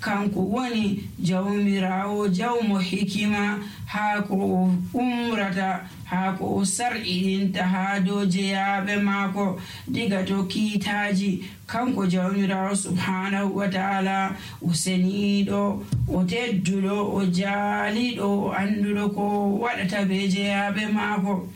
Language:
Nigerian Fulfulde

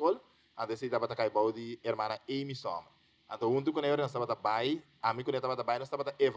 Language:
Papiamento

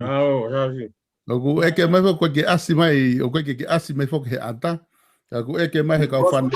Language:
Tongan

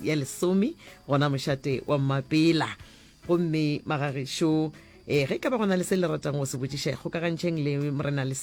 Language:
Northern Sotho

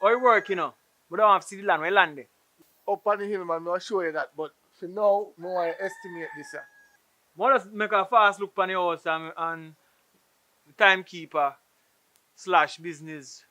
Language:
Jamaican Creole English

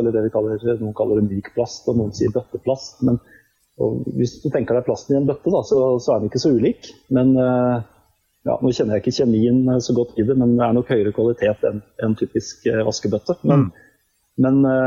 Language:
Norwegian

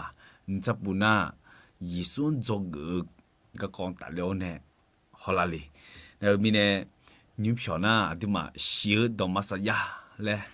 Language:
Akha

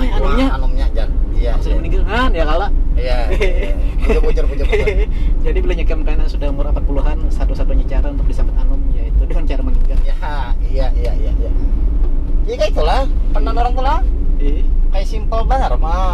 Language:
Banjar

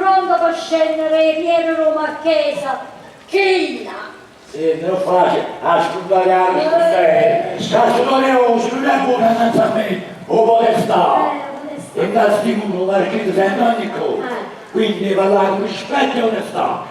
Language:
Neapolitan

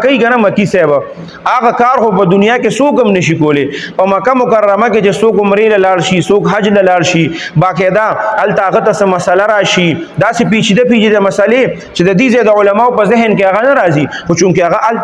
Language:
Pashto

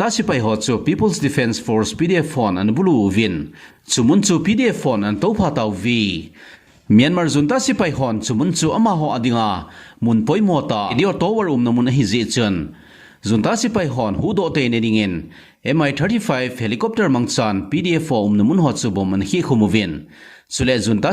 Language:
Thado Chin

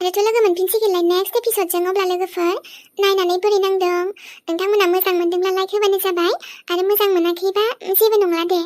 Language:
Bodo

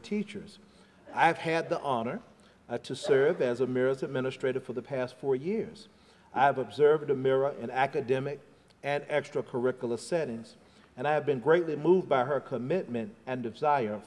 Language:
English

